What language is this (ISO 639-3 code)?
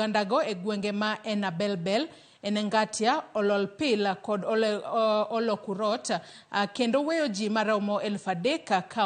luo